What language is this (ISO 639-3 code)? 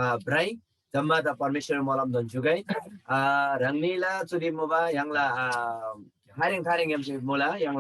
taj